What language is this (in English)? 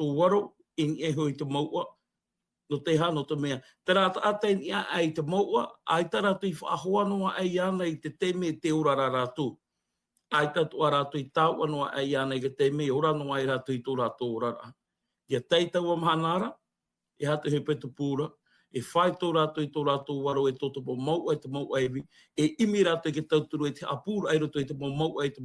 Tahitian